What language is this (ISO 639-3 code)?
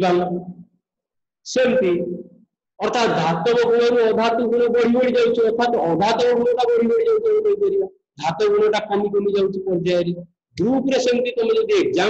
ori